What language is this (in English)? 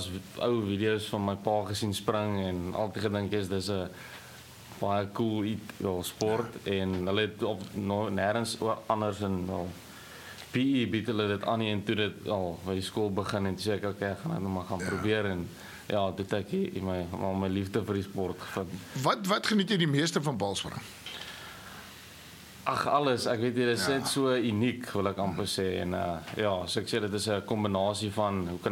Afrikaans